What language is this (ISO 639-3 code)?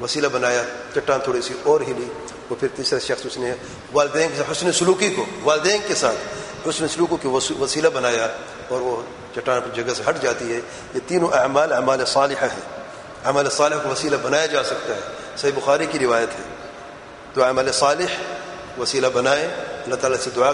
urd